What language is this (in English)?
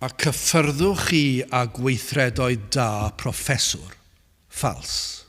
Welsh